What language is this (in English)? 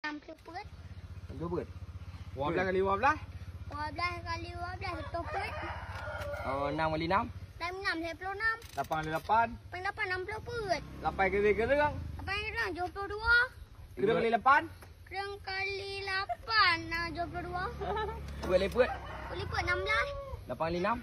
Achinese